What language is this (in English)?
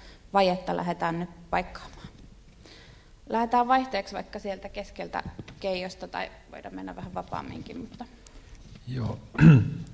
Finnish